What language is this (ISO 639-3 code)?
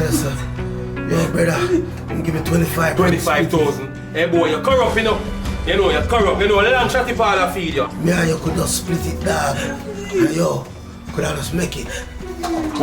jam